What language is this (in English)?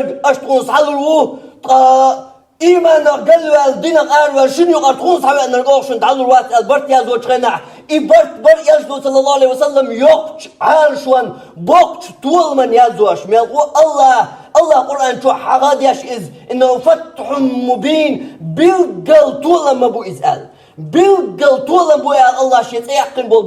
Chechen